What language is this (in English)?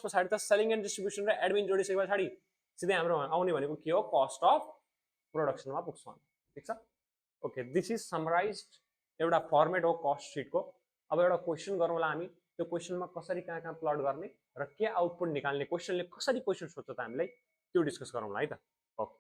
Nepali